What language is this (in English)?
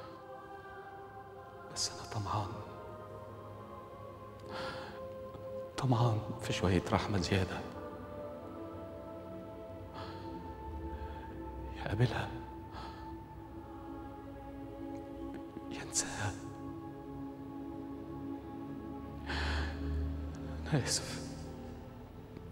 Egyptian Arabic